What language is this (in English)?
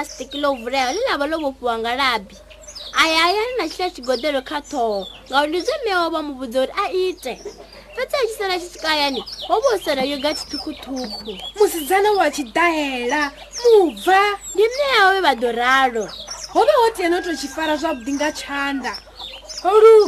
Venda